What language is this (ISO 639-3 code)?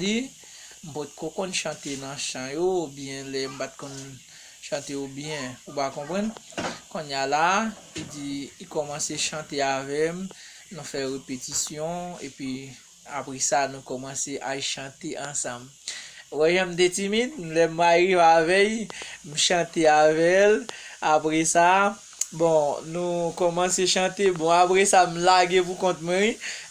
hat